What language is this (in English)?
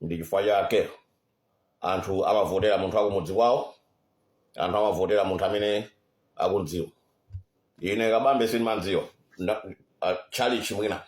Nyanja